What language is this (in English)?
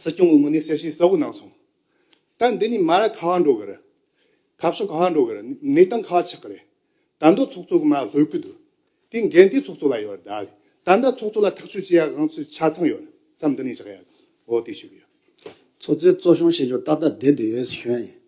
Tibetan